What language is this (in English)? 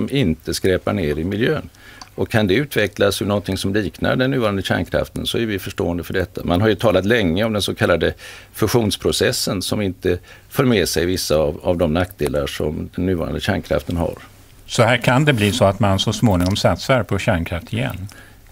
Swedish